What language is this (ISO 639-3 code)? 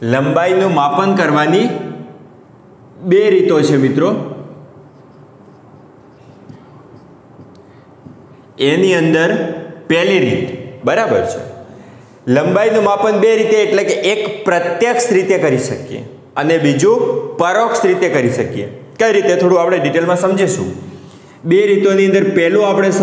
guj